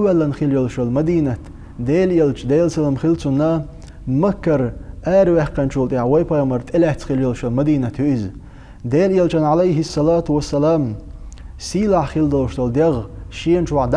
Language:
Chechen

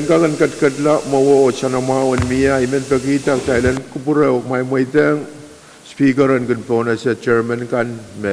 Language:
Pohnpeian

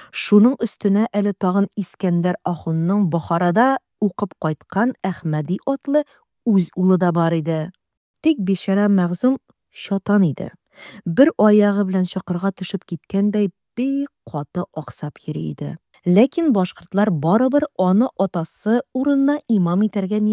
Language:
Tatar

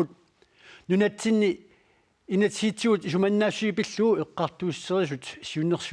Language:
Kalaallisut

